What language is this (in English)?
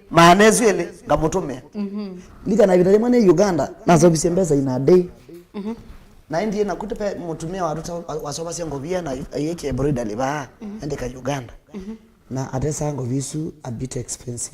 Kamba